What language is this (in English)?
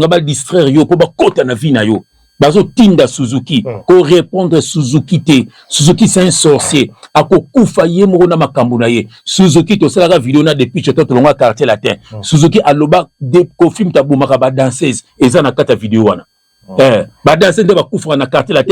Lingala